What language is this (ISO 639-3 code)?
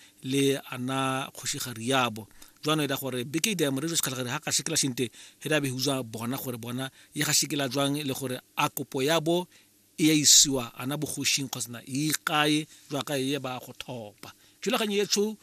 tsn